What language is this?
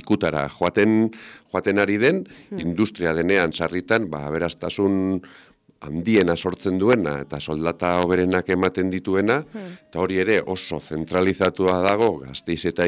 Basque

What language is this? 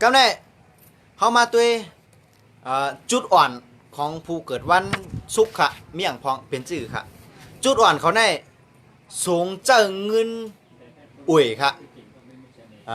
Shan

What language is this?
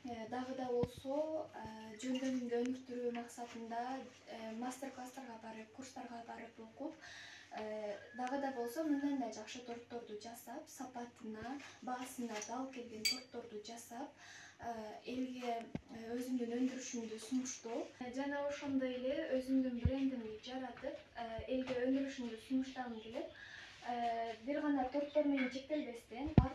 Kyrgyz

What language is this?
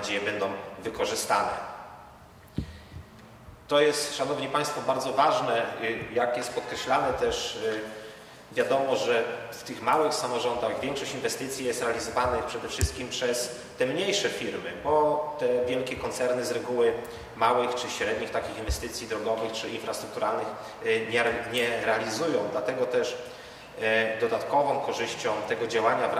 Polish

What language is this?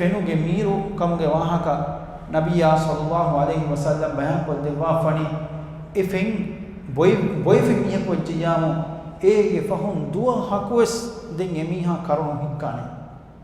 Divehi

